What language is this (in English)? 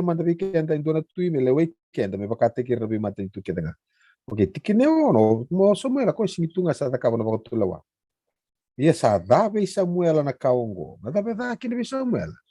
Fijian